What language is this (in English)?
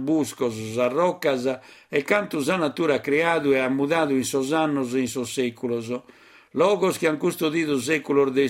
Sardinian